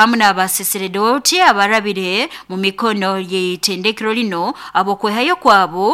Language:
Nyoro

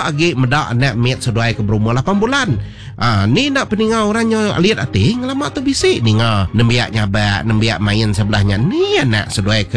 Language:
Iban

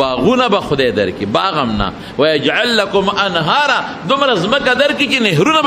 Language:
Pashto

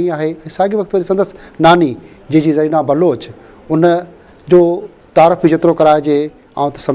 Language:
Sindhi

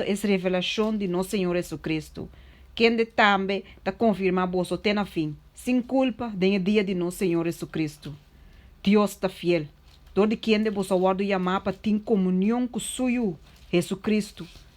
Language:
Papiamento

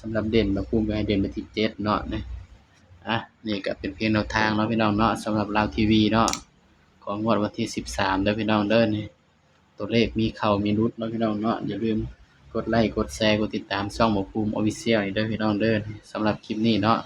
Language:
Northeastern Thai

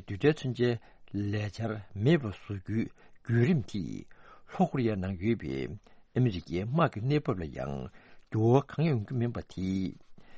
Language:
Tibetan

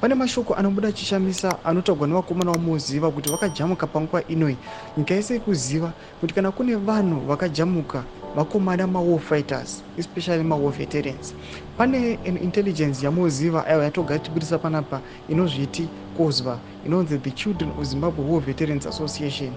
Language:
Shona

